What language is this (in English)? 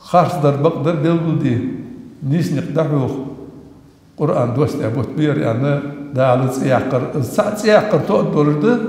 Ingush